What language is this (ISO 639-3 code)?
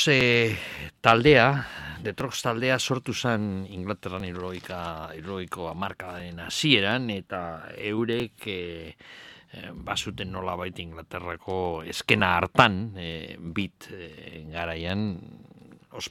eus